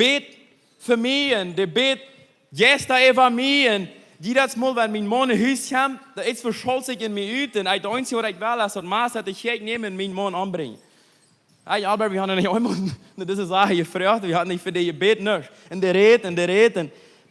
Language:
Plautdietsch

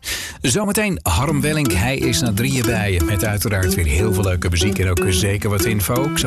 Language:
Dutch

